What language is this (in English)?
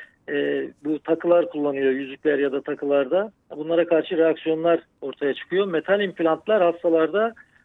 Turkish